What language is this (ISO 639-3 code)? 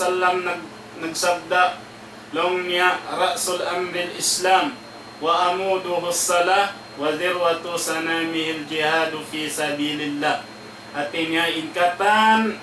tsg